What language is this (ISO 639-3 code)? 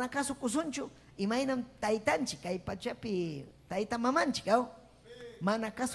quy